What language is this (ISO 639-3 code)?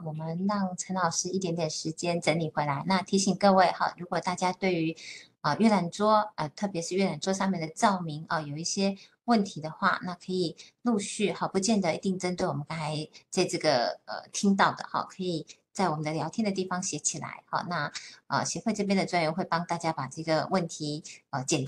zho